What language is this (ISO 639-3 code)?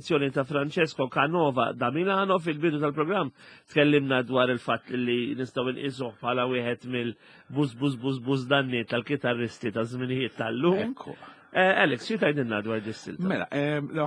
mlt